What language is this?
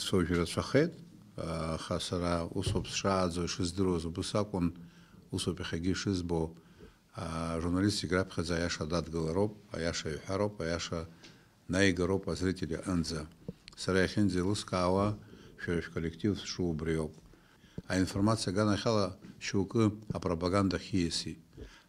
Abkhazian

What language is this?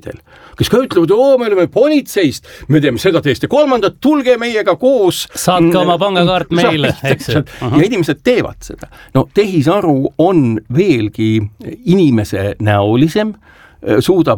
Estonian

